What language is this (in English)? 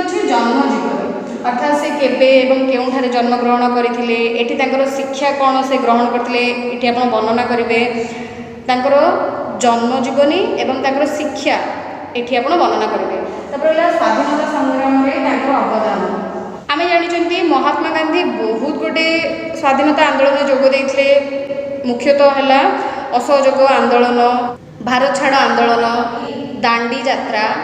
Odia